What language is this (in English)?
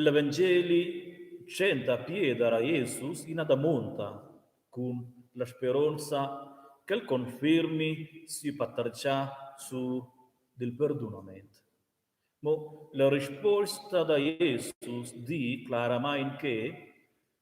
Romansh